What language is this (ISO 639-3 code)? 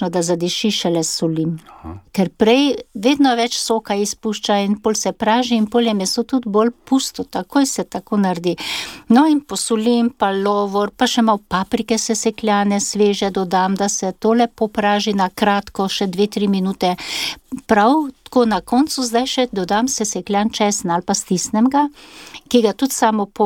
slv